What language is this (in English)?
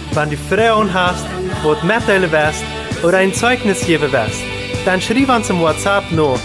Plautdietsch